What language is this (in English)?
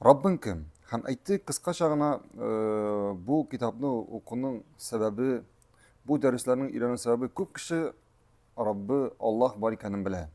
Tatar